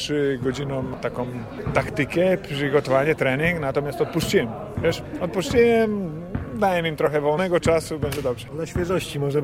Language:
Polish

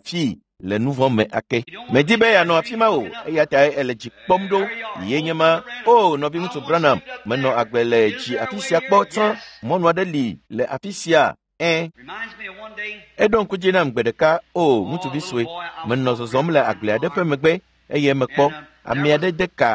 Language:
Ewe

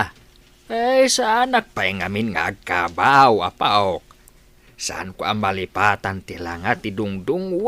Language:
Iloko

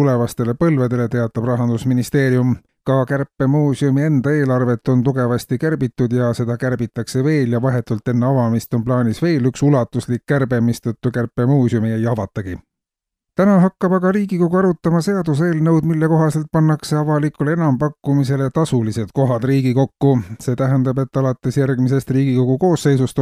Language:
Estonian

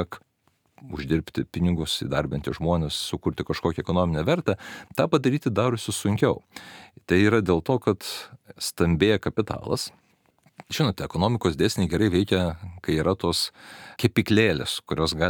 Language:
Lithuanian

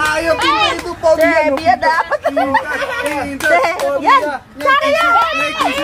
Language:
Betawi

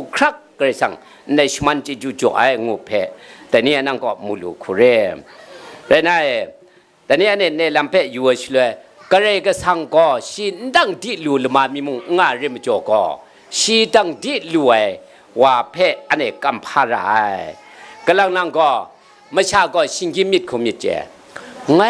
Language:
Kachin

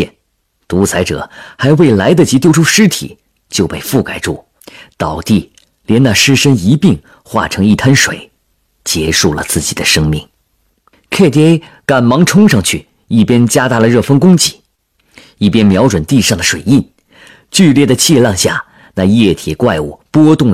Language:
Chinese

